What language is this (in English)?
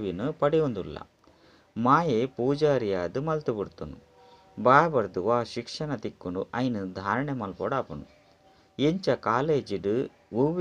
Tulu